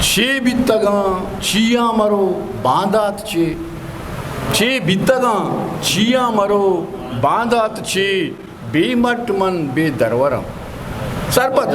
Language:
Eastern Balochi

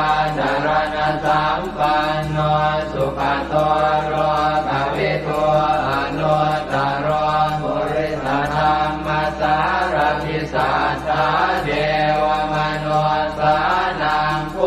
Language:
Pali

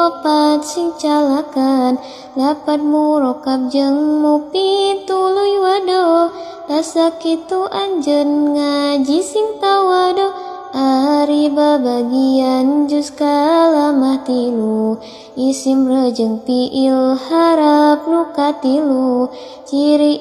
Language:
Sundanese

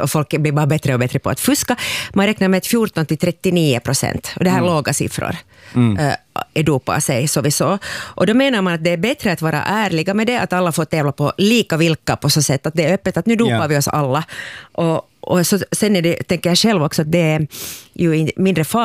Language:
Swedish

